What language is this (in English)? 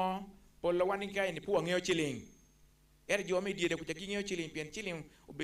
Acoli